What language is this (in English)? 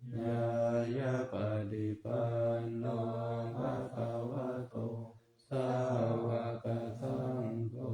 Pali